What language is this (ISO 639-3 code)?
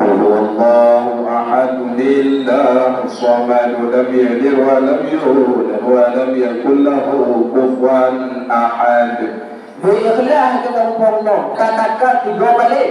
ace